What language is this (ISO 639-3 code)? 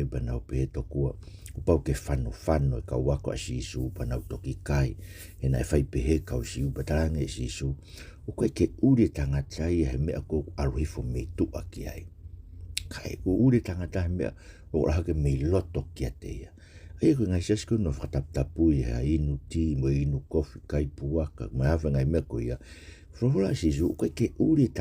ton